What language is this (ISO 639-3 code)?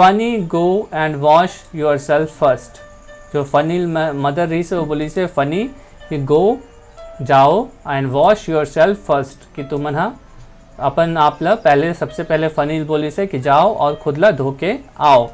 hne